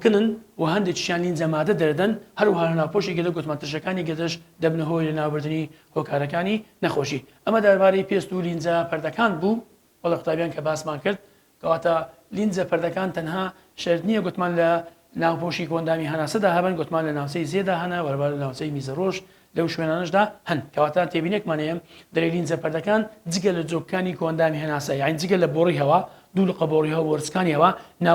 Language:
Central Kurdish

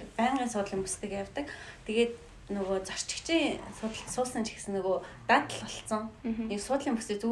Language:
Mongolian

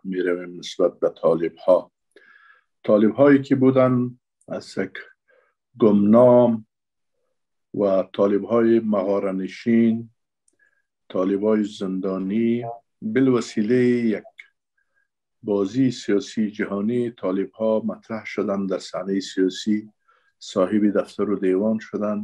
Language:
Persian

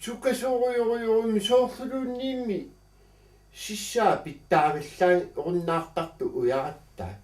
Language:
Kalaallisut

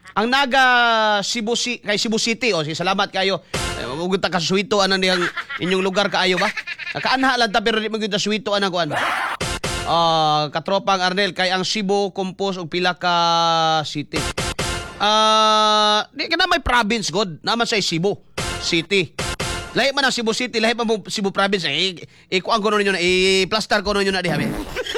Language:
Cebuano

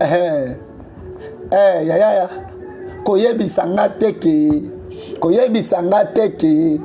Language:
Lingala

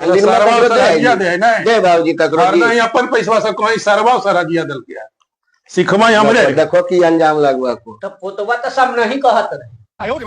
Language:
Magahi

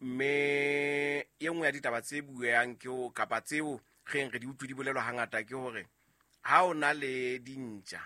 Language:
Southern Sotho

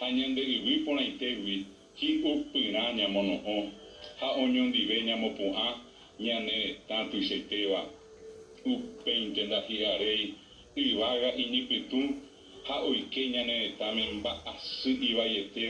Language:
Guarani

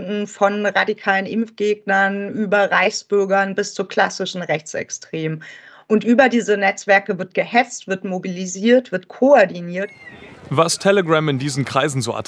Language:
German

